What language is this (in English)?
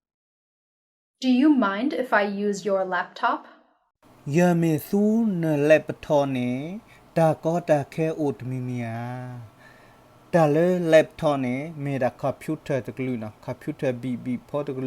S'gaw Karen